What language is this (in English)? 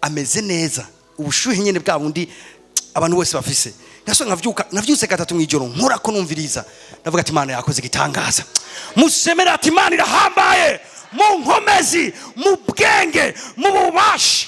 Rundi